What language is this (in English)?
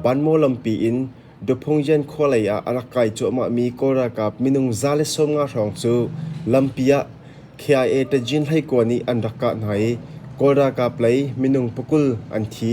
Hakha Chin